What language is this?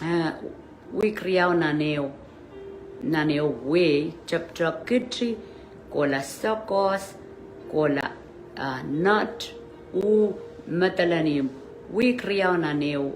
Pohnpeian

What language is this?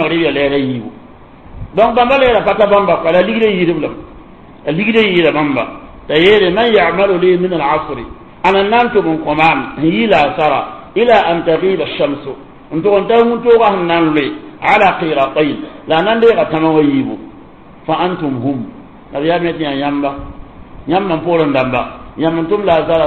Mossi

